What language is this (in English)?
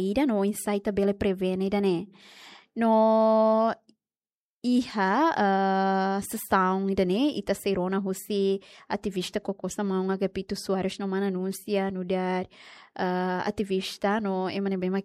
Tetum